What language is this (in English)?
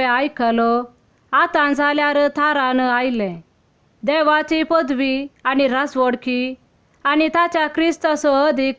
Konkani